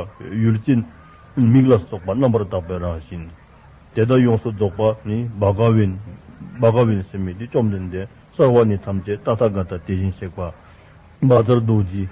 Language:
Dzongkha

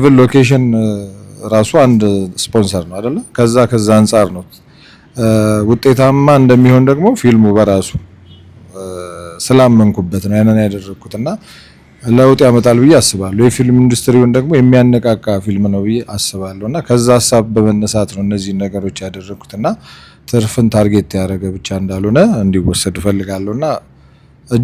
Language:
Amharic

